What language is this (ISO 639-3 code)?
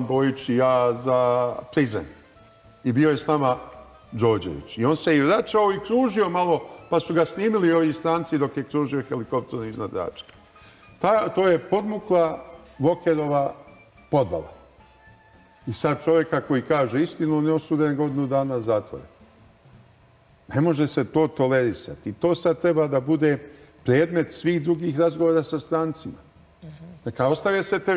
srp